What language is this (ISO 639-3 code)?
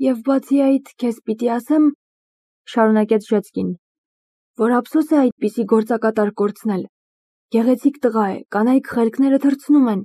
hye